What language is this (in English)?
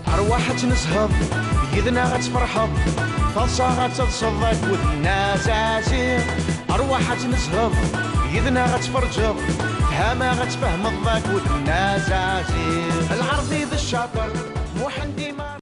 Kabyle